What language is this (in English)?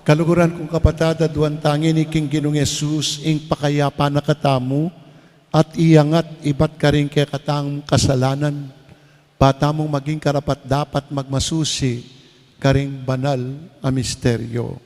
Pampanga